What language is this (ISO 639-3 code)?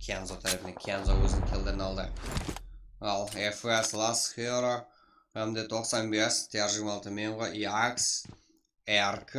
kaa